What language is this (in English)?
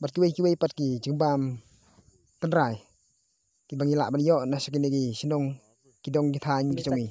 Khasi